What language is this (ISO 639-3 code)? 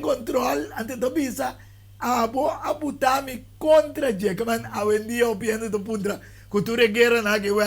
pap